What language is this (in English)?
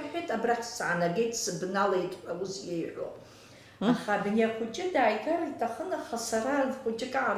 Abkhazian